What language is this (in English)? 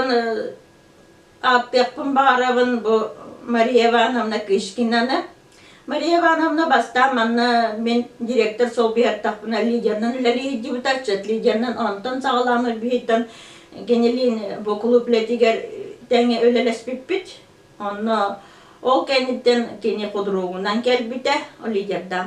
Yakut